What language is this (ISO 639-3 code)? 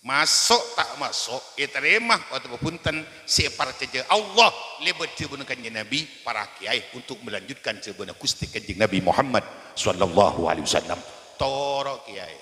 mad